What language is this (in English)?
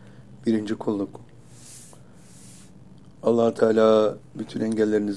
Turkish